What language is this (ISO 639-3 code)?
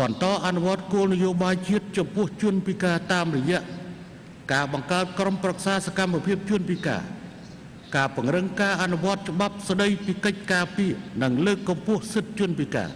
khm